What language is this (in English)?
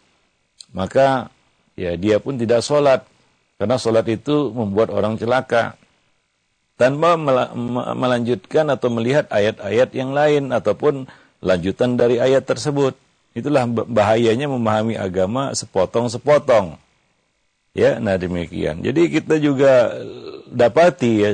Indonesian